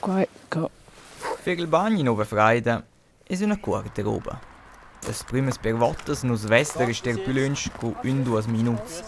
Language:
Romansh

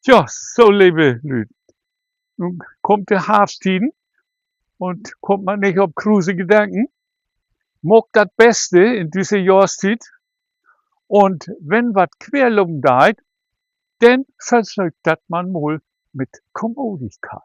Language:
Low German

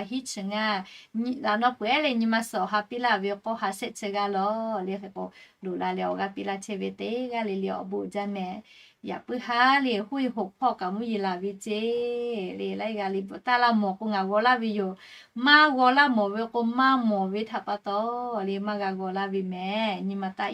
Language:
Lahu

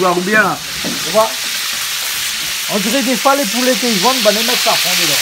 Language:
Réunion Creole French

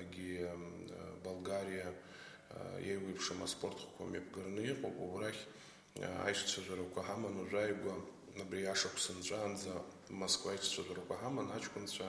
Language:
Abkhazian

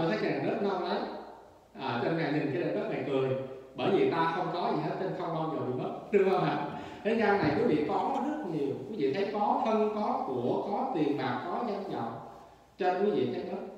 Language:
Vietnamese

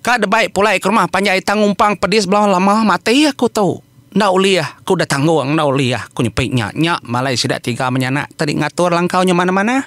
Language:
Iban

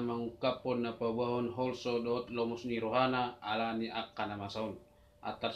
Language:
Batak Toba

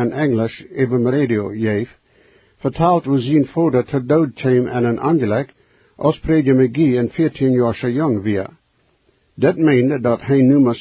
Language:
Plautdietsch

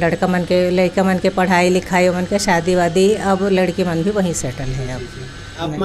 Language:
Chhattisgarhi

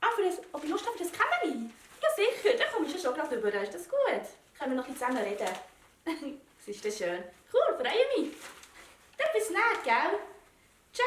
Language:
Swiss German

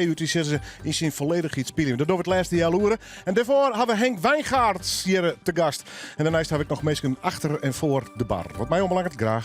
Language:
Western Frisian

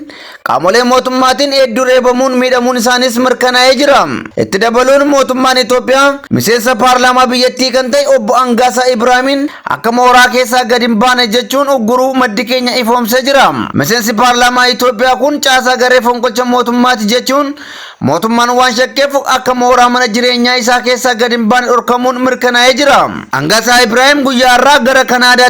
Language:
Oromo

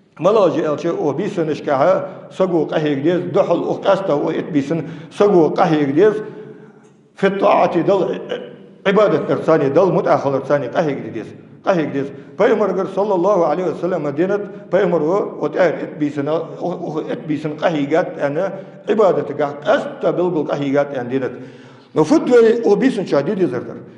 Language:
Ingush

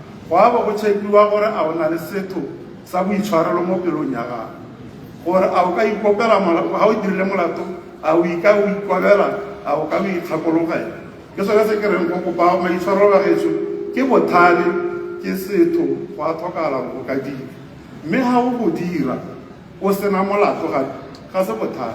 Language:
Tswana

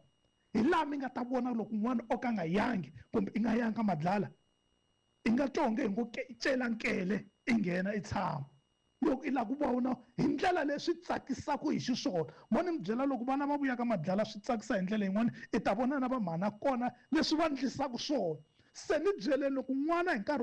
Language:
Tsonga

